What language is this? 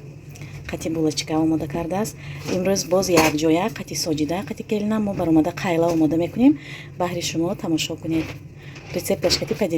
Tajik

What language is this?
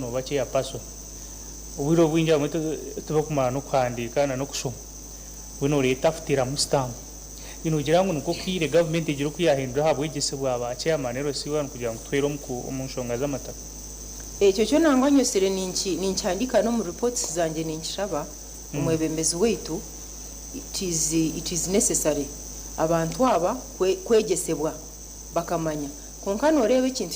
Nyankole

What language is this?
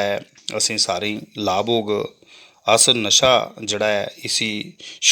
Dogri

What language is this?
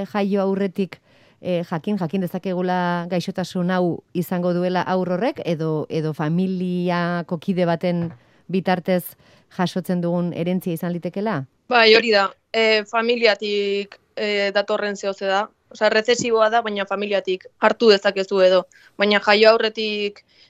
Basque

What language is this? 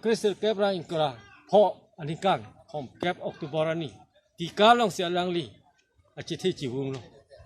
Karbi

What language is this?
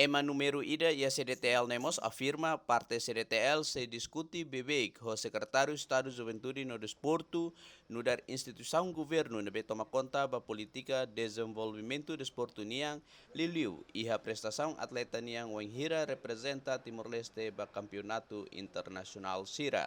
Tetum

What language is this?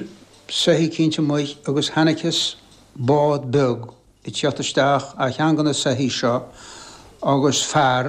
Irish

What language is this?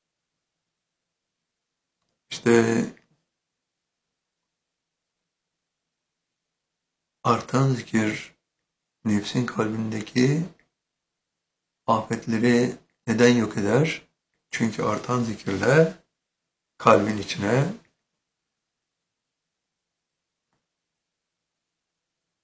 Turkish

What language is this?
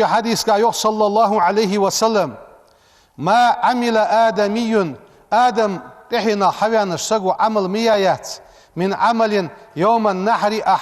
Ingush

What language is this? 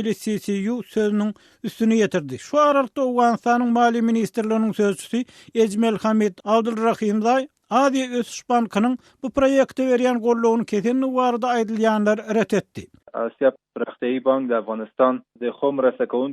Turkmen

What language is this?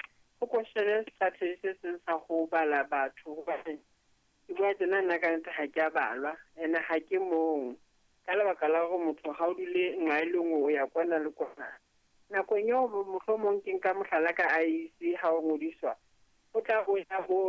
Southern Sotho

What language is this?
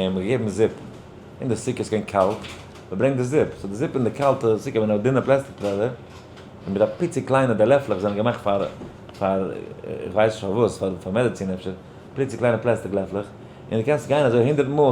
Yiddish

